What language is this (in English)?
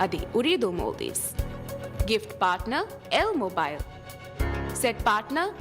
Divehi